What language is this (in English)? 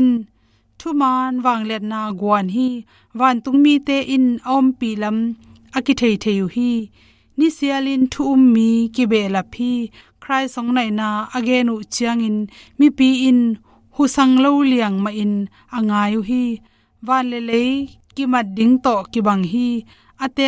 Tedim Chin